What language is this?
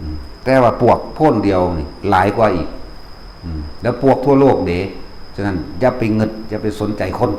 Lao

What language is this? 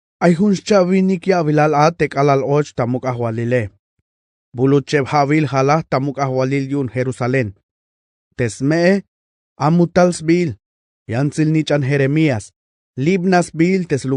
Tzeltal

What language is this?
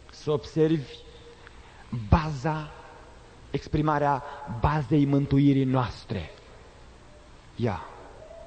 Romanian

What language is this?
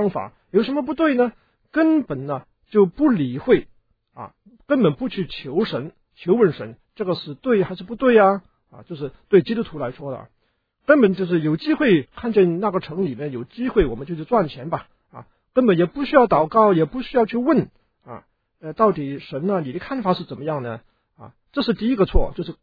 Chinese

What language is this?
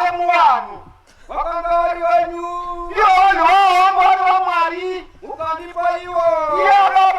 Shona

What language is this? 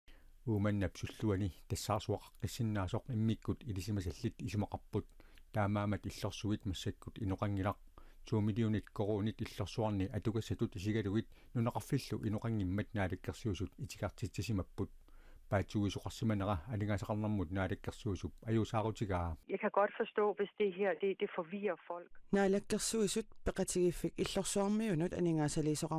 Kalaallisut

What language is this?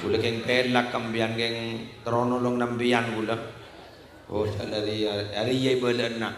Madurese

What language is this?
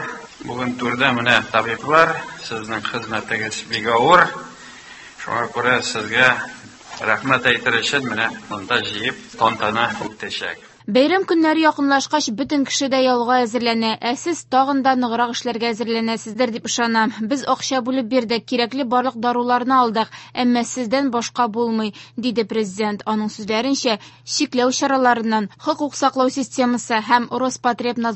Tatar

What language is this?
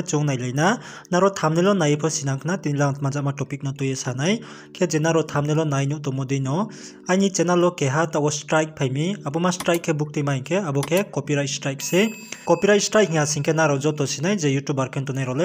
Riang (India)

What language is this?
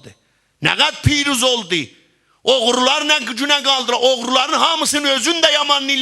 South Azerbaijani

